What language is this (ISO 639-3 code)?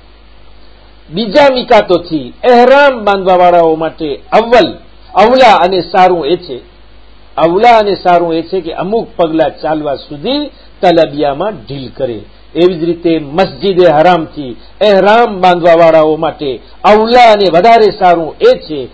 guj